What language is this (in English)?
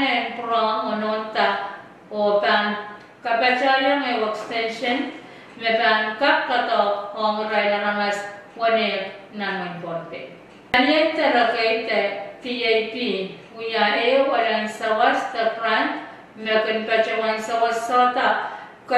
Pohnpeian